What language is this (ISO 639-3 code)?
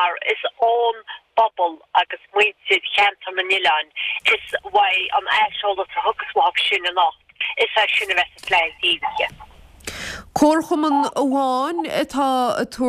gle